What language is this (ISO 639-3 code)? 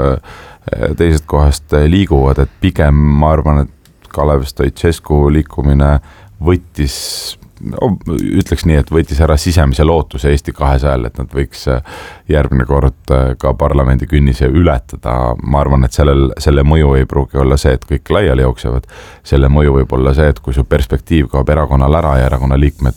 est